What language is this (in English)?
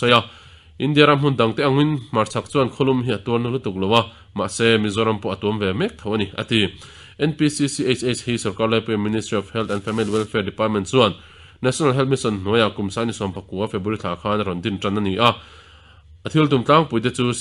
Mizo